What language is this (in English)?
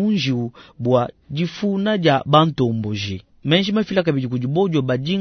Luba-Lulua